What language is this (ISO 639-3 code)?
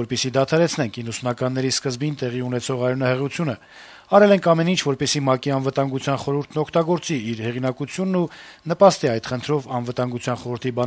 hye